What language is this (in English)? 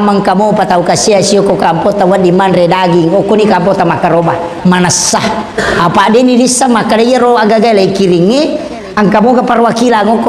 Buginese